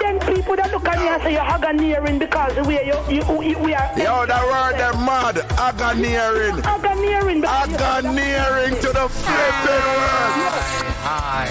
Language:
Jamaican Creole English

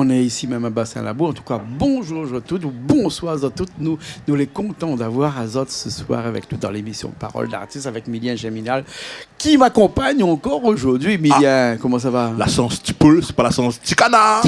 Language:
Réunion Creole French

